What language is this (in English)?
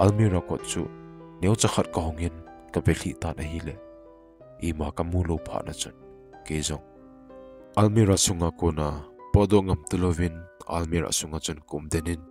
Thado Chin